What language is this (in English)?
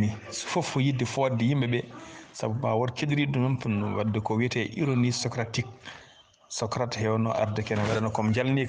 Fula